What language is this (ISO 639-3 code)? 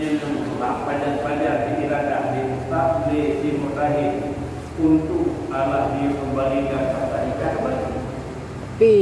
ace